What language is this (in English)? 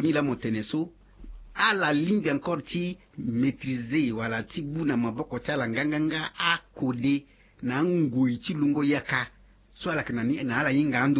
Sango